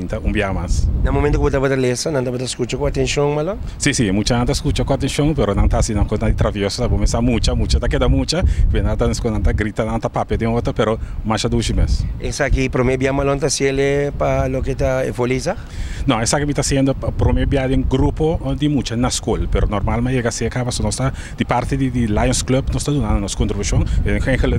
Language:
Papiamento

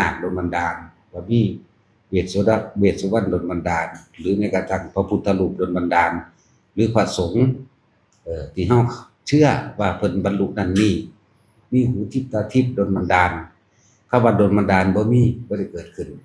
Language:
Northeastern Thai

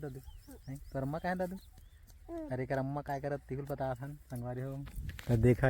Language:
Chhattisgarhi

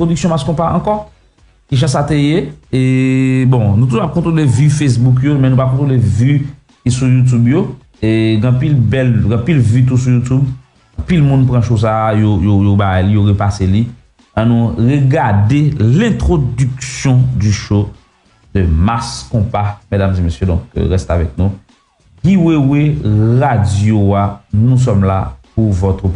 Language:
Haitian Creole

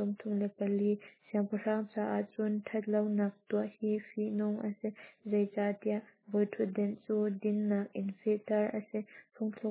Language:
Hakha Chin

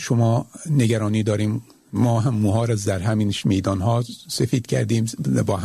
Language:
Persian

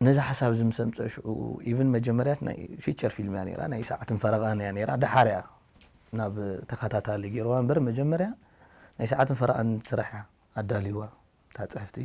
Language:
Tigrinya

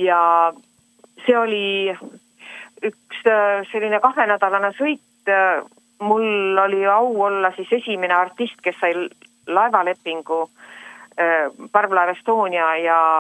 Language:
Estonian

